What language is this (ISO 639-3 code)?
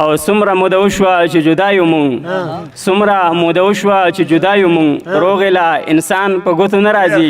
pus